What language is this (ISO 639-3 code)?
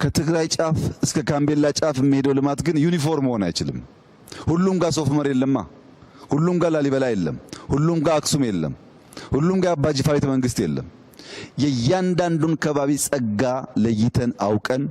amh